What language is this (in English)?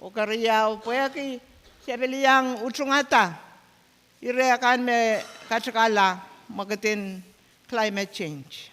Pohnpeian